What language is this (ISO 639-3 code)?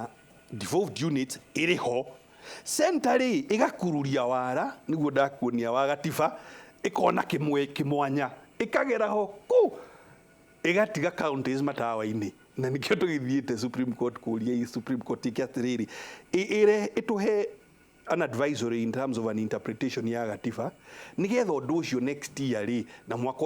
kik